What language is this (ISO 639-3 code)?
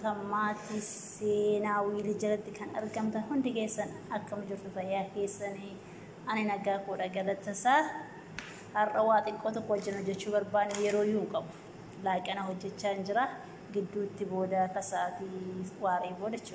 orm